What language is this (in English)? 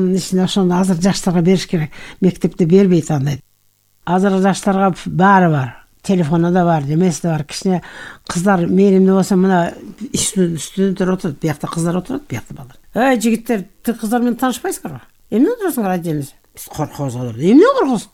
Kyrgyz